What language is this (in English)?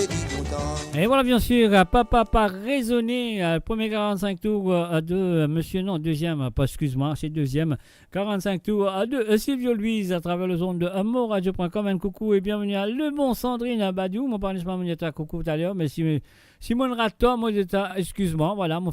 Morisyen